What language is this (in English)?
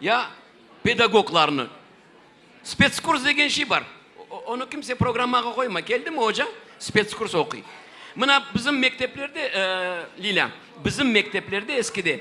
Crimean Tatar